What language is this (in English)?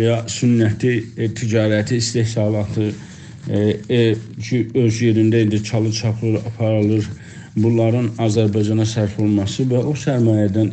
South Azerbaijani